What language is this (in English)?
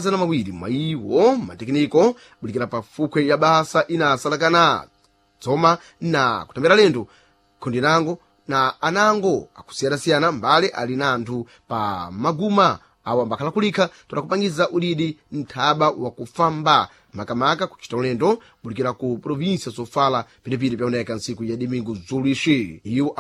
Sena